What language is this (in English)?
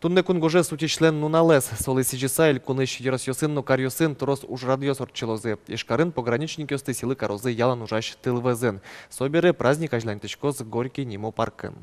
Udmurt